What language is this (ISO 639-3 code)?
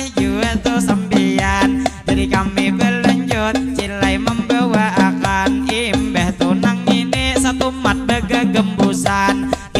bjn